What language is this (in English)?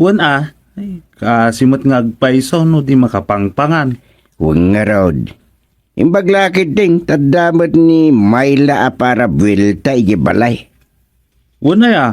Iloko